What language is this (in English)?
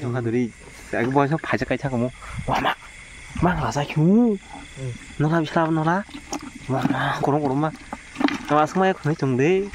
Kok Borok